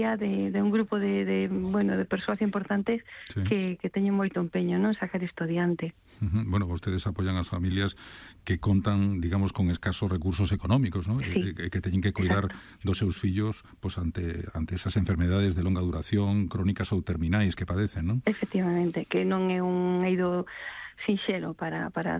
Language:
Galician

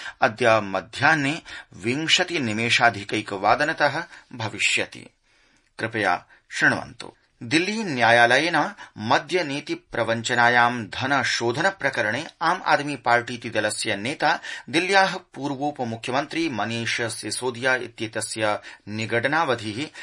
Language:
Sanskrit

